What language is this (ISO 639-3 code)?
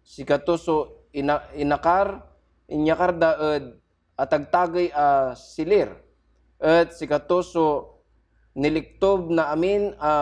pag